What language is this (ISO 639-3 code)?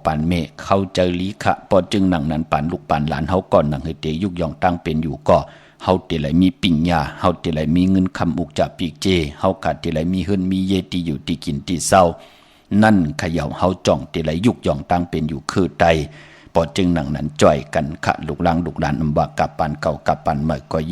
shn